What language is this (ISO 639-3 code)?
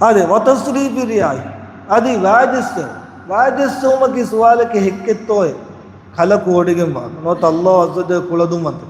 div